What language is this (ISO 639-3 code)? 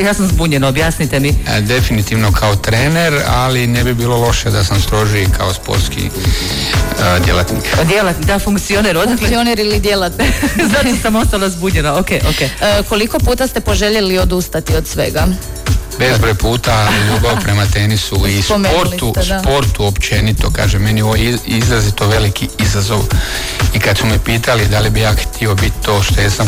hrv